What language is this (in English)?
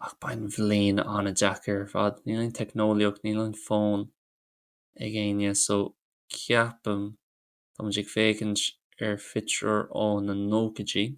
Irish